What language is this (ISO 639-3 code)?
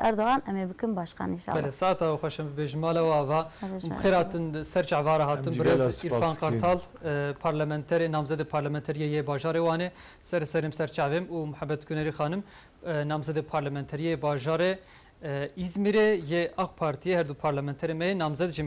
kur